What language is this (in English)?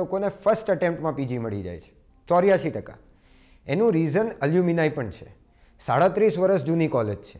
Gujarati